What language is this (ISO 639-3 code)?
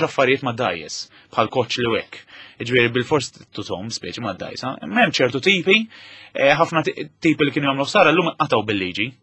mlt